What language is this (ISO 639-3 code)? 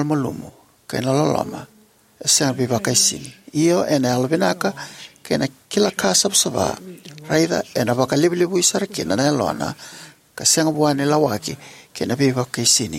fij